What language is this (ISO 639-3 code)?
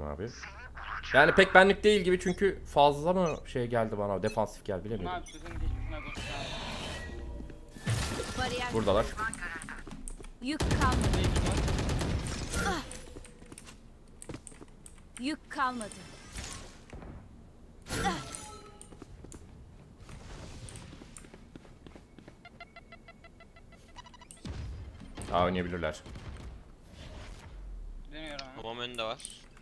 tur